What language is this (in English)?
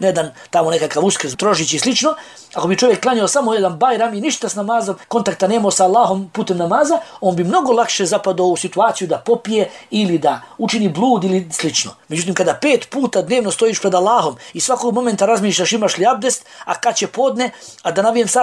Bosnian